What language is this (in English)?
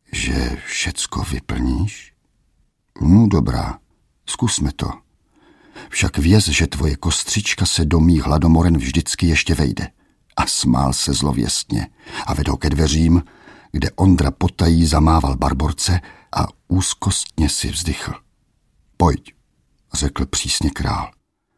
Czech